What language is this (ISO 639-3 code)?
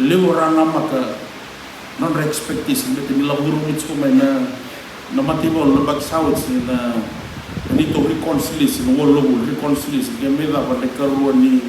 fij